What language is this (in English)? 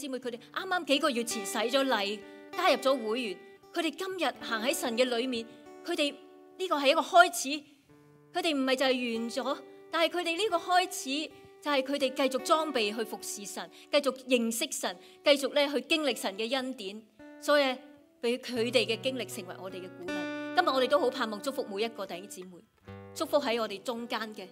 Cantonese